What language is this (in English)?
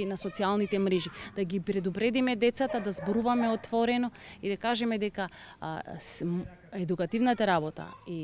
Macedonian